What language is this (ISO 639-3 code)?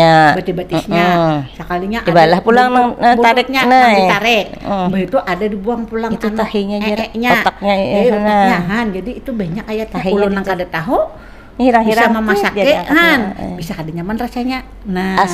bjn